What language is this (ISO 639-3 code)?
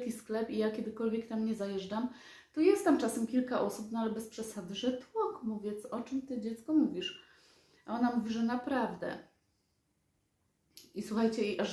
pol